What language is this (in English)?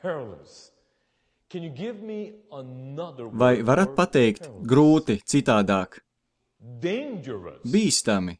Latvian